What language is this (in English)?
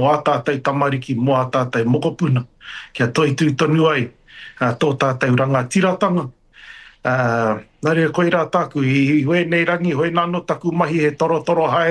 Māori